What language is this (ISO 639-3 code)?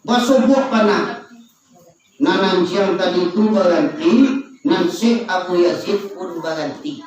min